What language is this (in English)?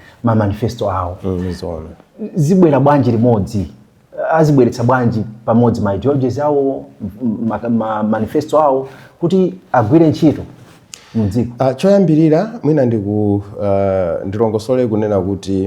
Nyanja